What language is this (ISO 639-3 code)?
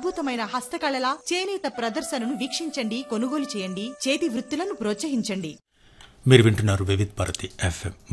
tel